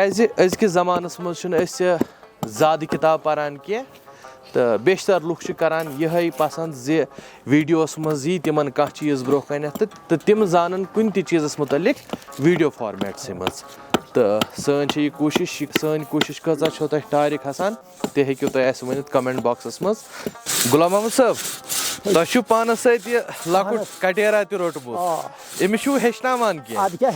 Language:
Kashmiri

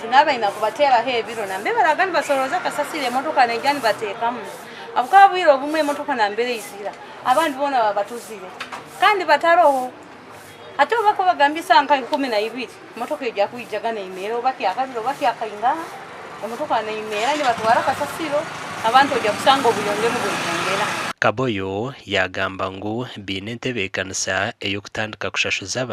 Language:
Nyankole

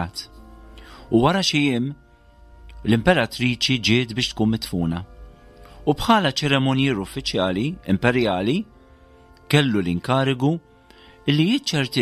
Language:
Maltese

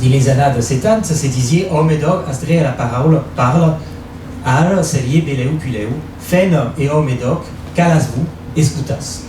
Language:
Occitan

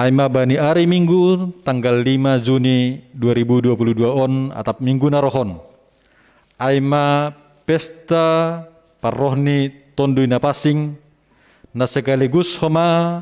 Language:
Batak Simalungun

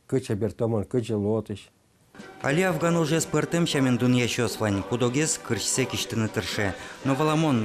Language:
Udmurt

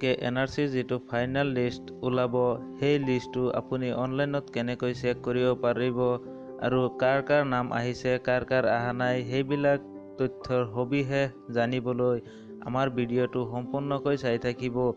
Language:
Assamese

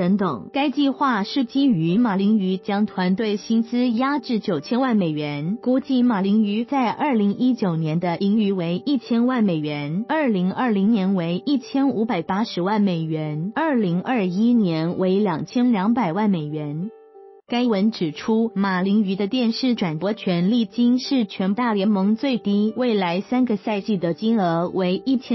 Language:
Chinese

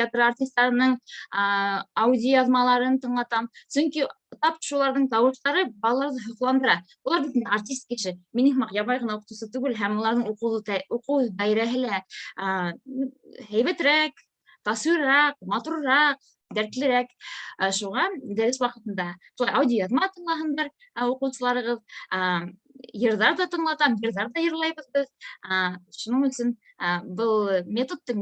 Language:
Bashkir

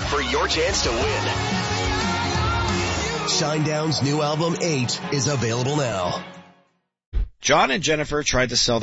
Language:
English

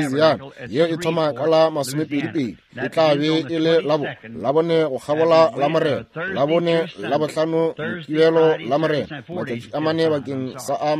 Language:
Northern Sotho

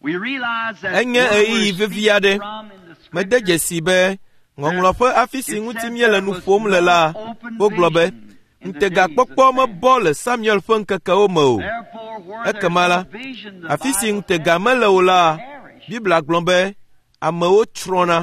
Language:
Ewe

